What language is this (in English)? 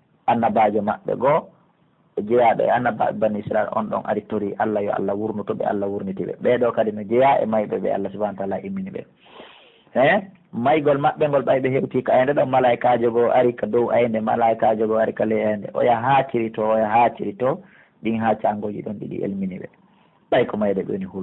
Pular